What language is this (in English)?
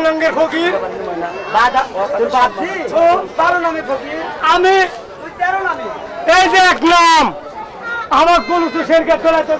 Bangla